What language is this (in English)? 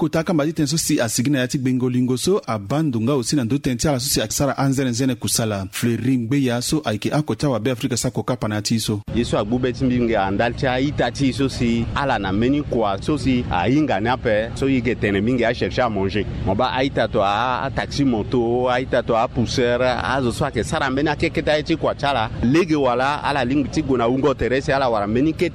Sango